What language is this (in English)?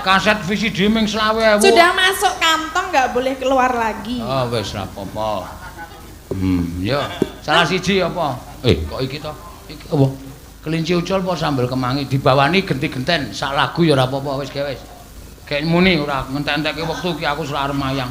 Javanese